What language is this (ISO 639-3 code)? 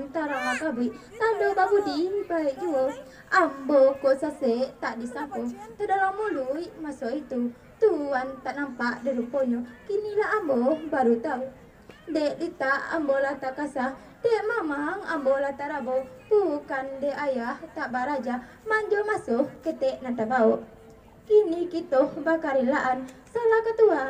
min